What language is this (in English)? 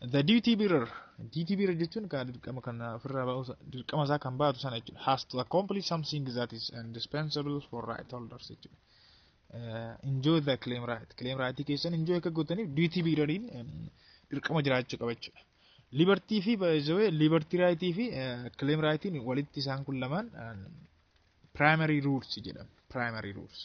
Oromo